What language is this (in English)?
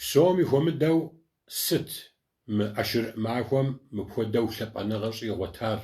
Kabardian